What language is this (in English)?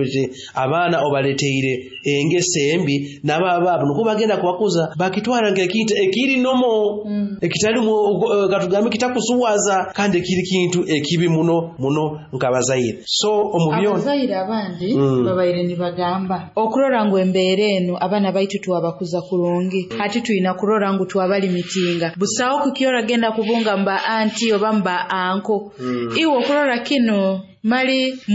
Nyoro